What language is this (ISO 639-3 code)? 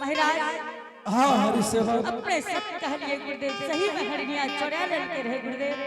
anp